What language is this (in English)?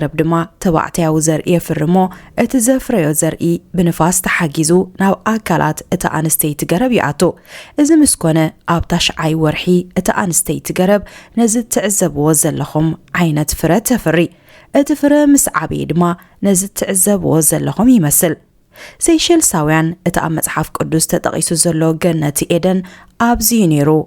Tigrinya